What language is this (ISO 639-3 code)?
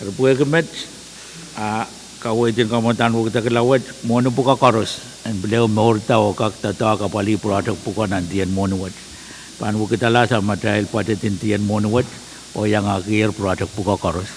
pon